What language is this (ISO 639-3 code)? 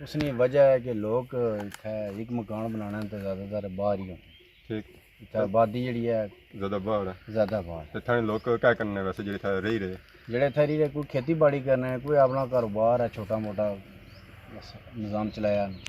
phr